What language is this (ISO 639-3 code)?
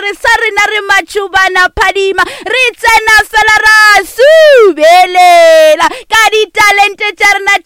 nso